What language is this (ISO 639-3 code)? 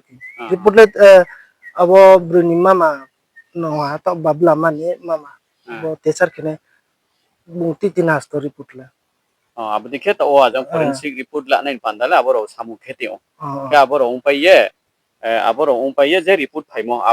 ria